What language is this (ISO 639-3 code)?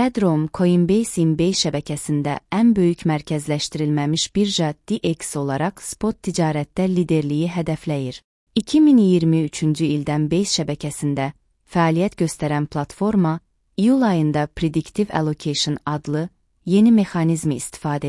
aze